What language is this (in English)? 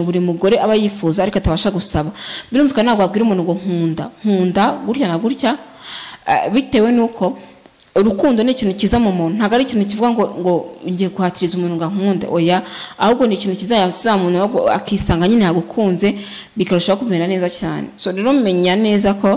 Kinyarwanda